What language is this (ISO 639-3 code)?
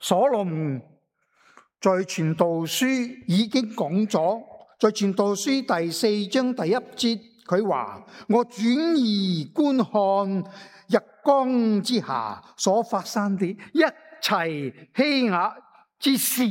yue